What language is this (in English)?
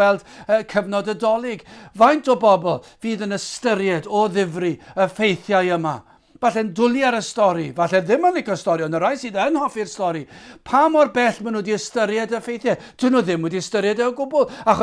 Welsh